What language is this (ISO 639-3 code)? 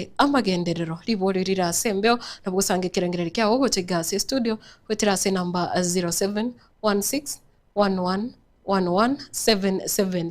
guz